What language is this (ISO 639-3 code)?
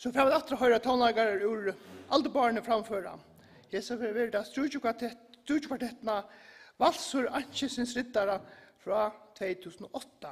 fao